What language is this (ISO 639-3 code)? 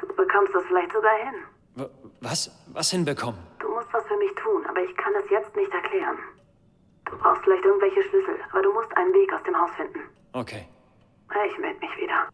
bar